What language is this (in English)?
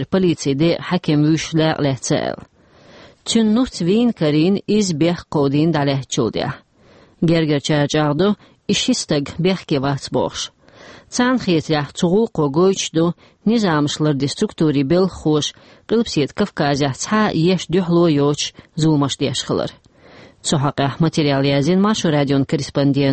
Chechen